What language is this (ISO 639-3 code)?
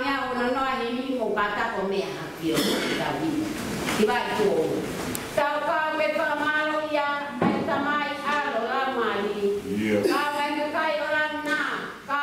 ton